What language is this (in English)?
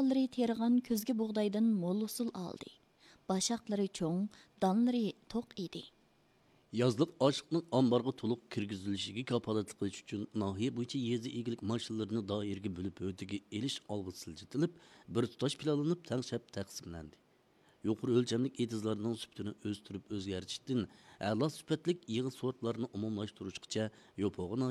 Uyghur